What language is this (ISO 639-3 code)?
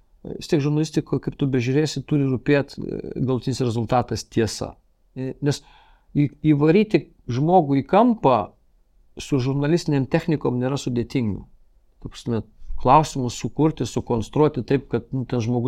lit